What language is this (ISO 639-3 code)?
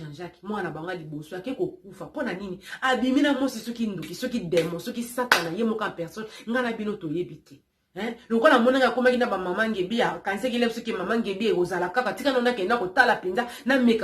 lin